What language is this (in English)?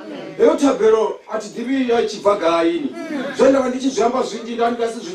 Venda